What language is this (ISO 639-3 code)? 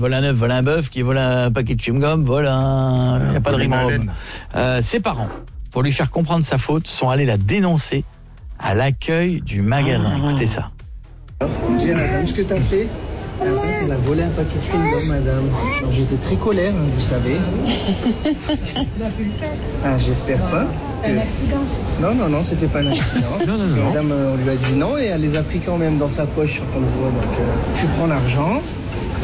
fra